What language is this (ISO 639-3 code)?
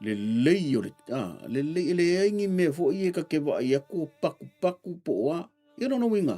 smo